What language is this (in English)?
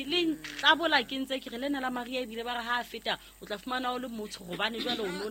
Southern Sotho